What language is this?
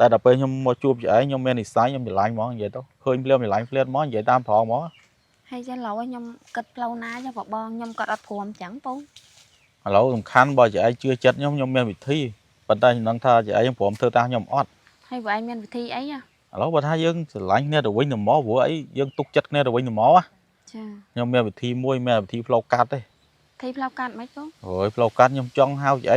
Khmer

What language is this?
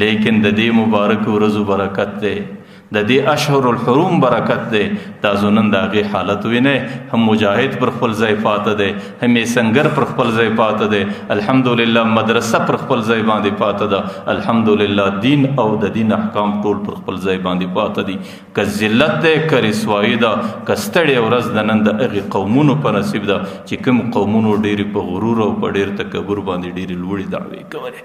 Pashto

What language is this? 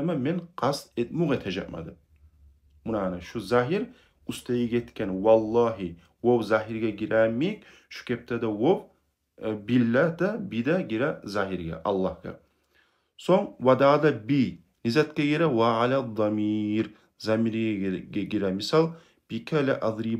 Kumyk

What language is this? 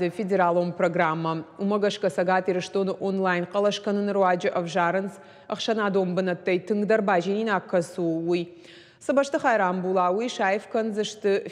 Ossetic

